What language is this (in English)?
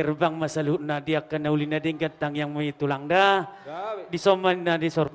Batak Toba